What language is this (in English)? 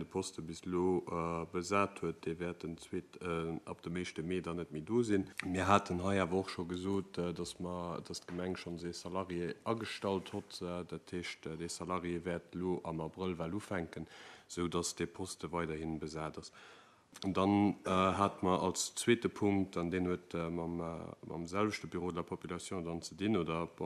Luxembourgish